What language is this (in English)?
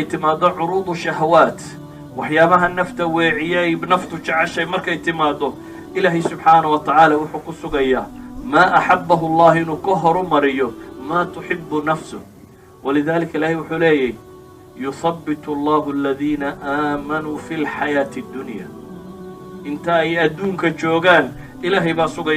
Somali